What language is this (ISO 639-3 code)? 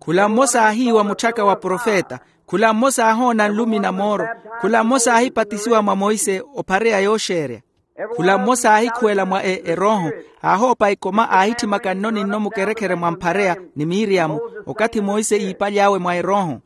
vmw